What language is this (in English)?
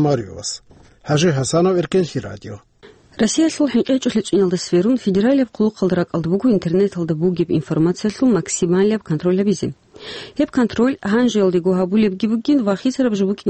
Avaric